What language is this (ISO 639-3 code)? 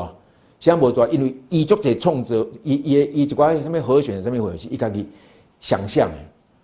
nan